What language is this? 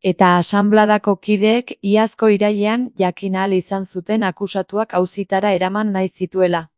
Basque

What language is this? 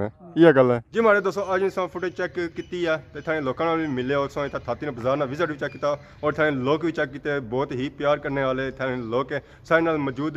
Pahari-Potwari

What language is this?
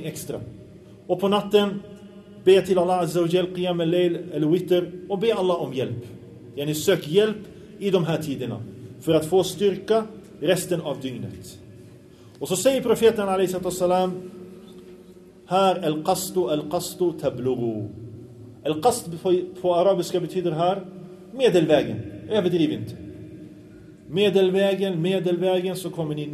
Swedish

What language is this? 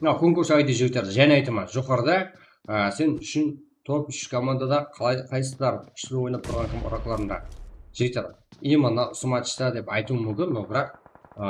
Kara-Kalpak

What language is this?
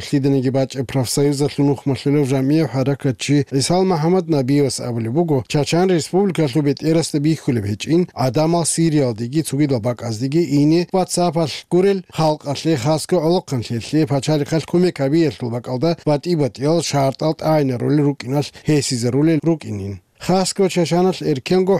Avaric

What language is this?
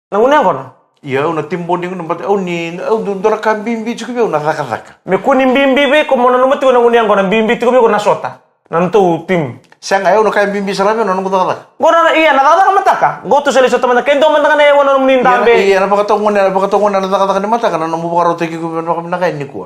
Fijian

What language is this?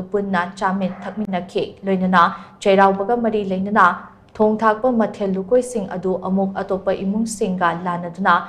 Manipuri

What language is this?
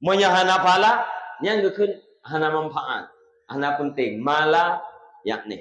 Achinese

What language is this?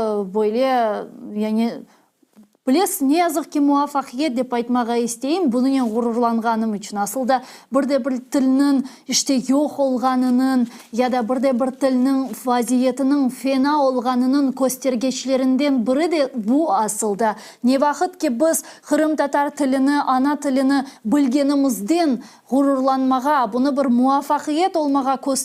Crimean Tatar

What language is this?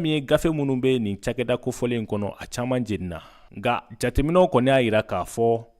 Bambara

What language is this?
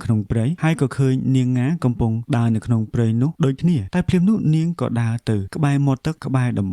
Khmer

